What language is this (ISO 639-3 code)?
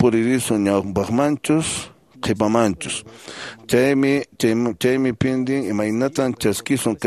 que